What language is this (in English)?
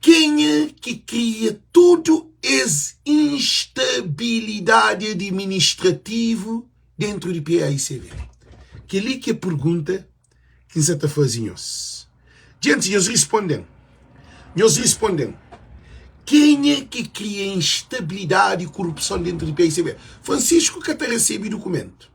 Kabuverdianu